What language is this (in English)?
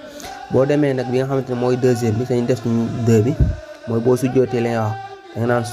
Wolof